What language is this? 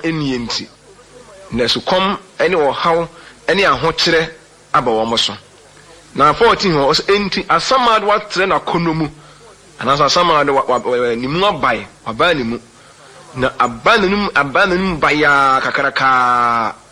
Akan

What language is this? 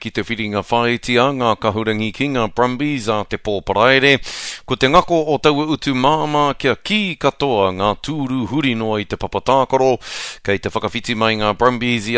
Māori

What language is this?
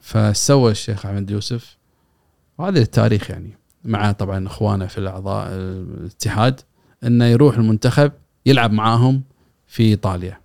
Gulf Arabic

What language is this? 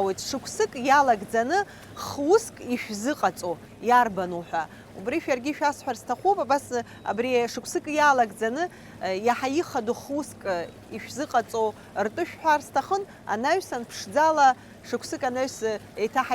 Abkhazian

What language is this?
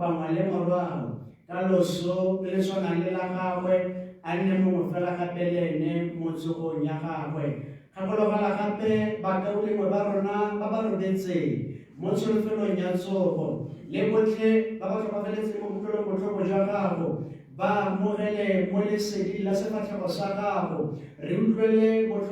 Tswana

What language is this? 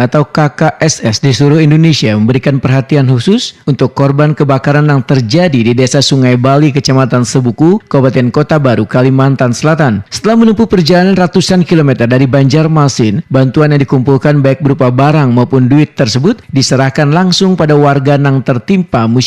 Banjar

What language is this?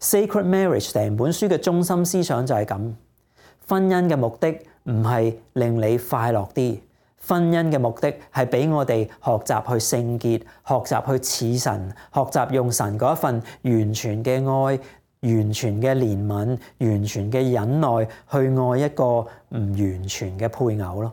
Cantonese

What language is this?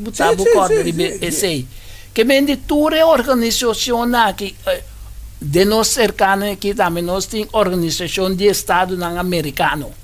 Papiamento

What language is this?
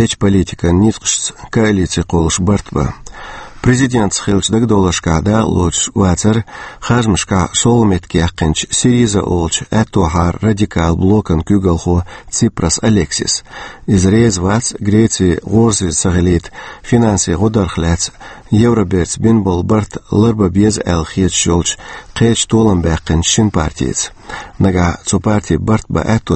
Chechen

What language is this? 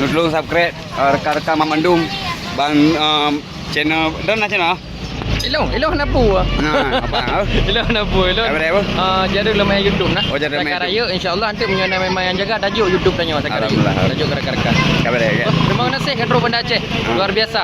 Achinese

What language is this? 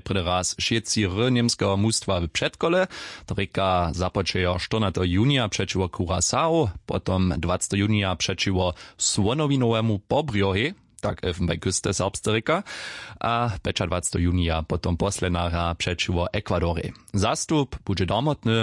Upper Sorbian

